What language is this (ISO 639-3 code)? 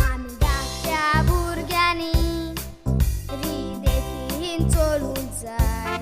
kok